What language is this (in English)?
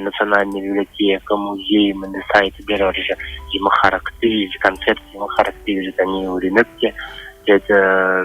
Buriat